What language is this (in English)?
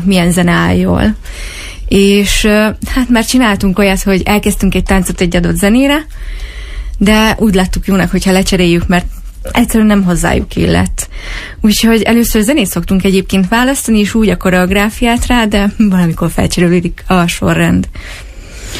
Hungarian